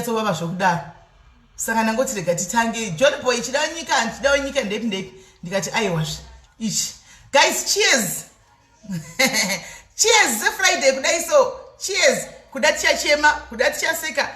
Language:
Shona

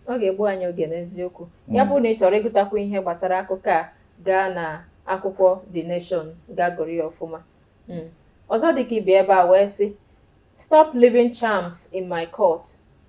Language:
Igbo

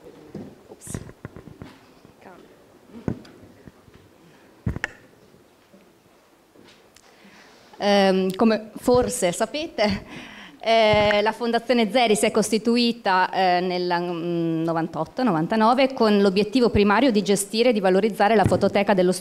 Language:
Italian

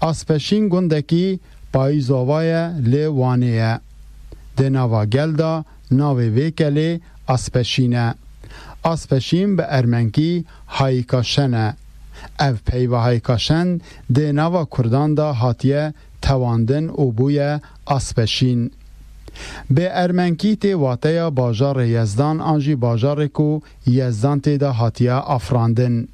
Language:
Kurdish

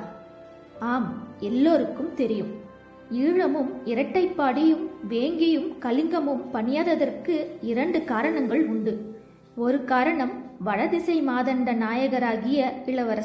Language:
Tamil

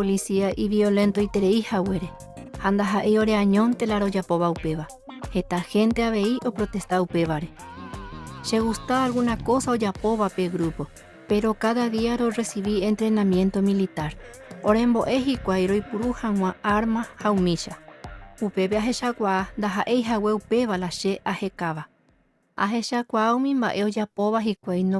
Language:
Guarani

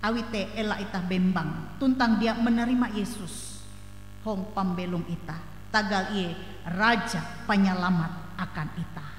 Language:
Ngaju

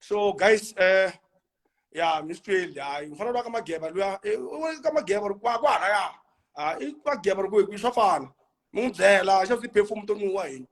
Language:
Tsonga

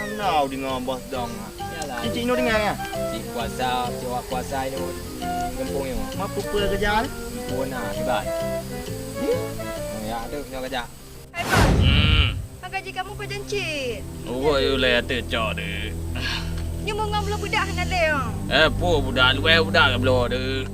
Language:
Achinese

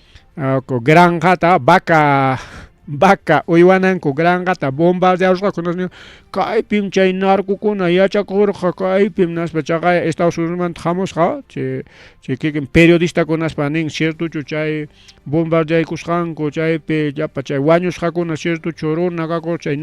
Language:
Ayacucho Quechua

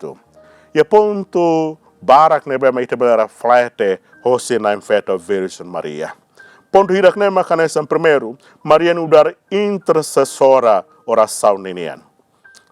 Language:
Tetum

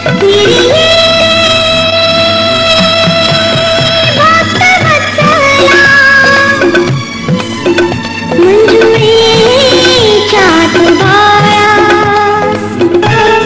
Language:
Marathi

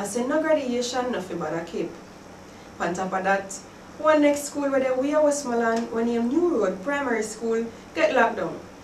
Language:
Jamaican Creole English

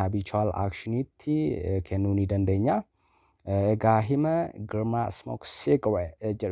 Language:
Oromo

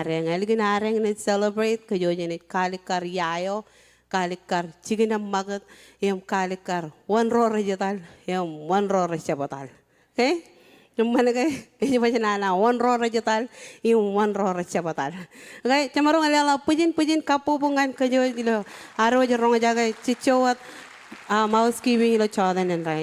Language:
Marshallese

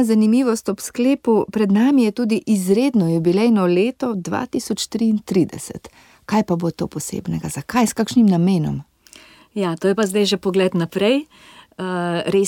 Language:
Slovenian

